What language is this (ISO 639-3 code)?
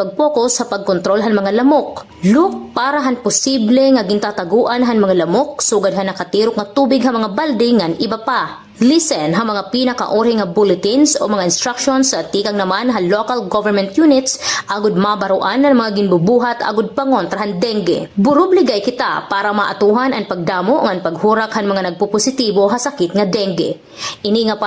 war